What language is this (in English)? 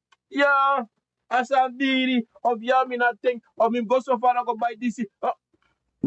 Sranan Tongo